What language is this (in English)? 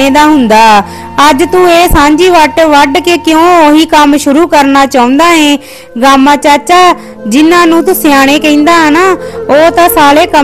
Punjabi